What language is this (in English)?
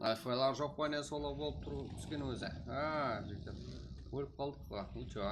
Kara-Kalpak